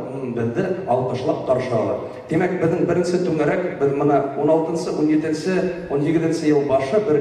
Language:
Bashkir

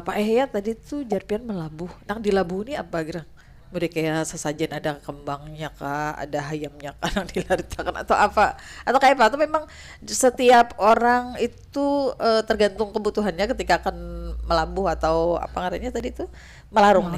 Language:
Banjar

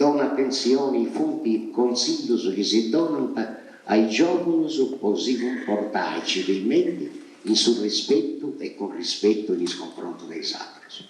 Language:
Sardinian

